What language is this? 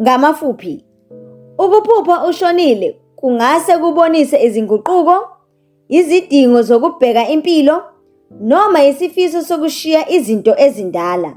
Zulu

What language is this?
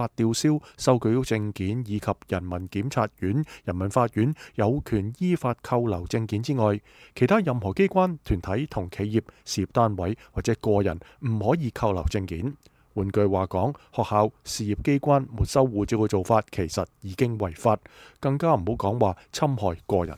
Cantonese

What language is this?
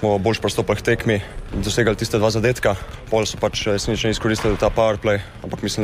Slovenian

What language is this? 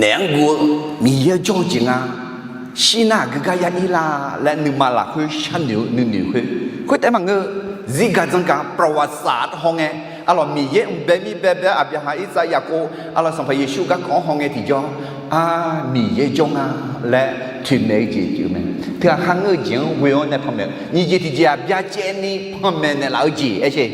Akha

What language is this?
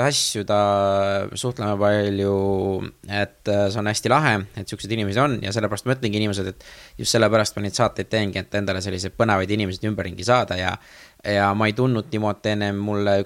Estonian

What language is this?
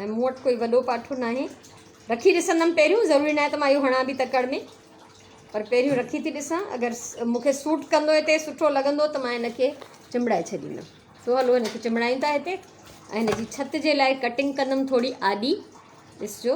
Sindhi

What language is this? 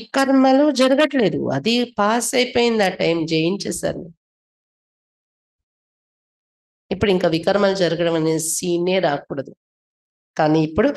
Telugu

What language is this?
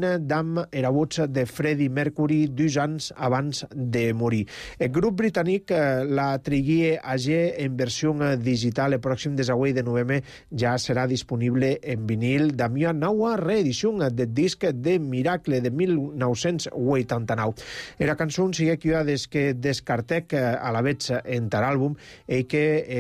Catalan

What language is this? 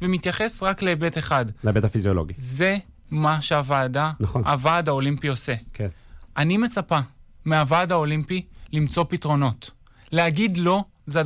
Hebrew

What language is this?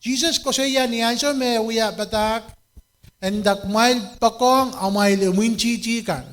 Pohnpeian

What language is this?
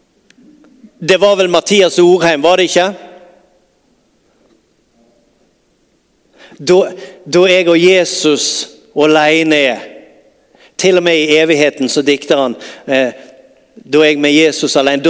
Norwegian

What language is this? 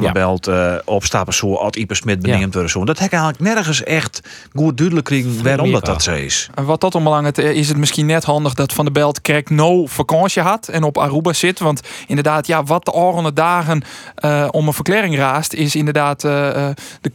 Western Frisian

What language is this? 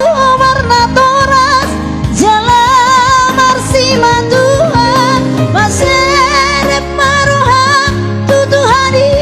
Batak Toba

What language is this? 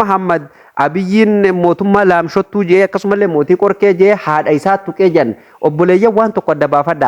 Oromo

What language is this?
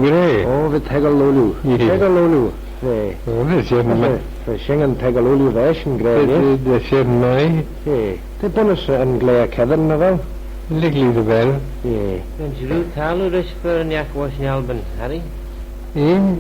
Manx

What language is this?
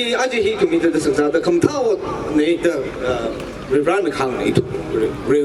Tangkhul Naga (India)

